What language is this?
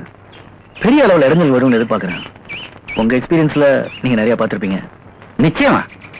Tamil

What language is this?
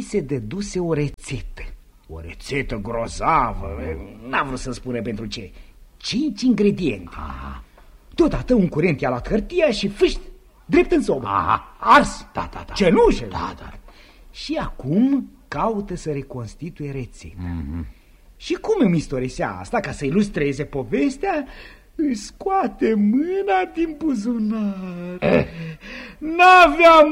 Romanian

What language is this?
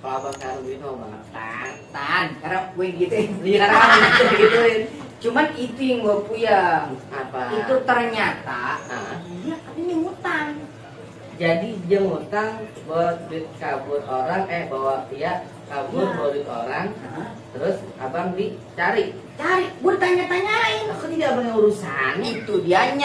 Betawi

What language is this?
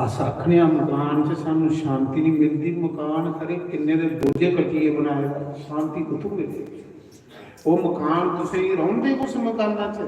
Dogri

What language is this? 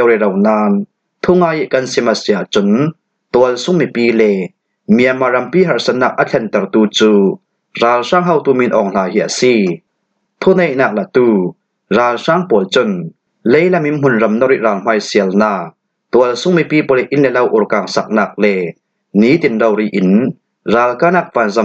Falam Chin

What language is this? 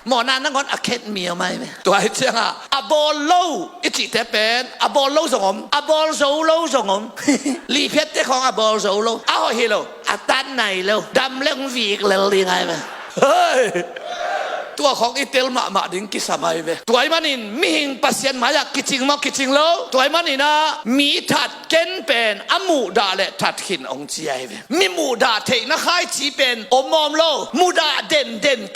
Tedim Chin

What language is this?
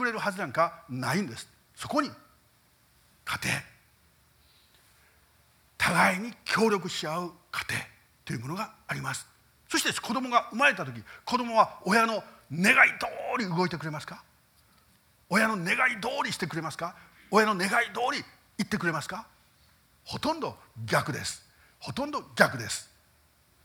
Japanese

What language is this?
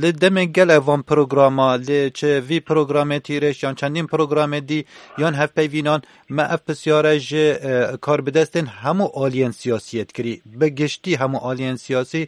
Kurdish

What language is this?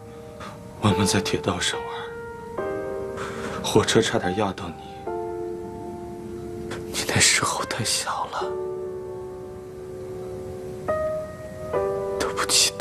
Chinese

